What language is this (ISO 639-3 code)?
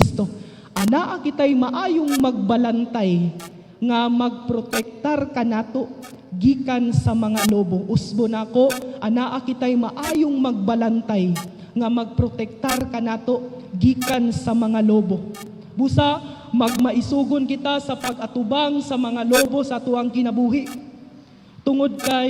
ceb